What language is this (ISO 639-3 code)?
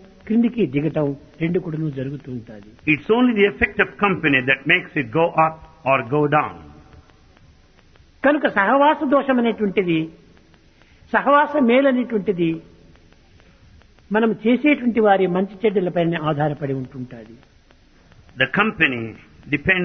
tel